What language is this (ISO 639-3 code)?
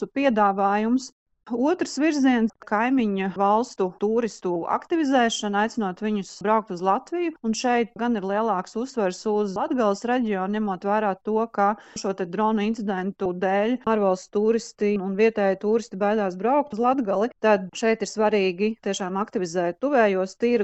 lav